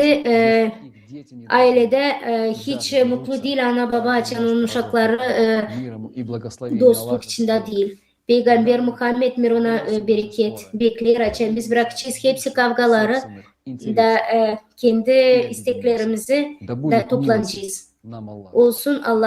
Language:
Gagauz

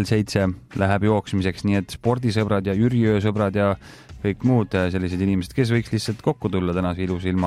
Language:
Estonian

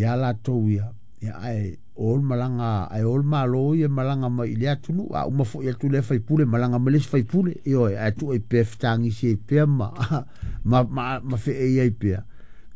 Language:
Samoan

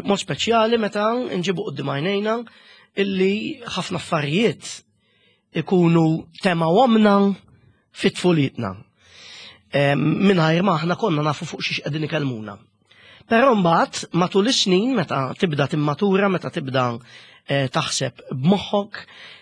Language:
Maltese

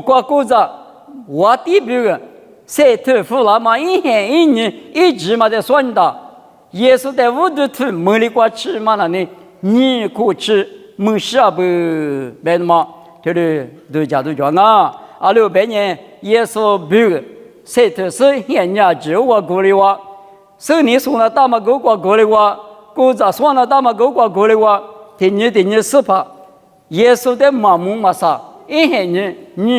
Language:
Lisu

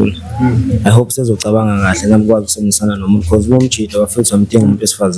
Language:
Zulu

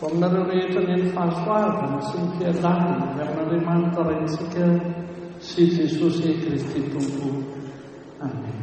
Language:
Malagasy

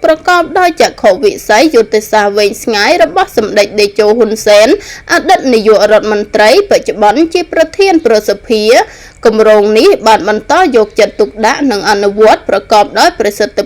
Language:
Khmer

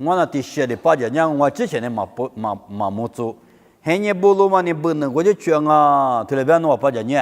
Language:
Lisu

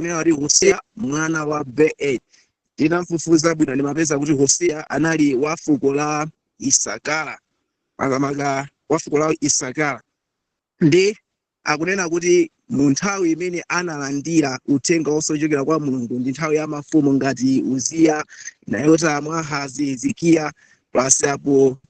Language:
Nyanja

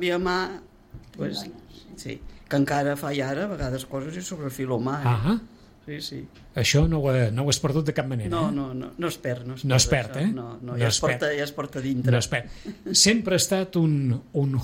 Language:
Catalan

